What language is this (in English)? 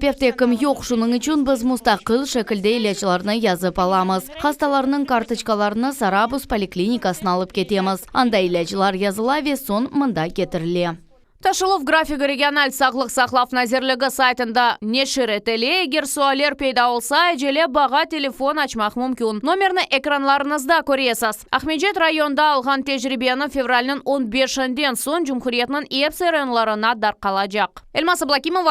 Crimean Tatar